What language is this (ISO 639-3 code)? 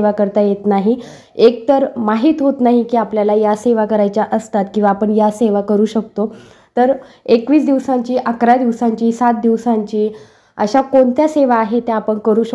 mar